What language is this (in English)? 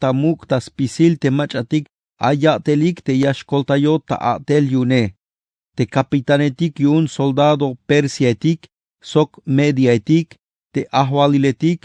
Tzeltal